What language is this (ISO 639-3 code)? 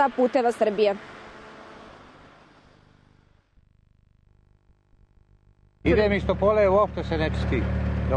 srp